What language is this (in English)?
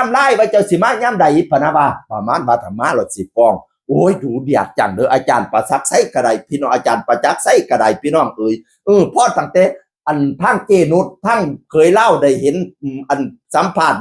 Northeastern Thai